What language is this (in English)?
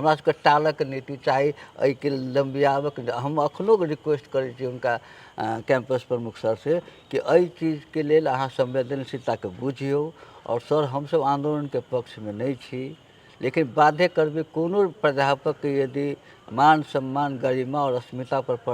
Maithili